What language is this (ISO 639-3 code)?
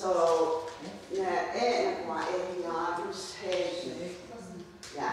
moh